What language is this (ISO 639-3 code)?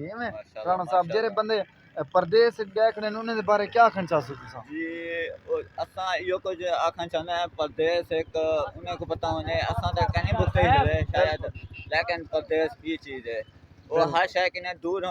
skr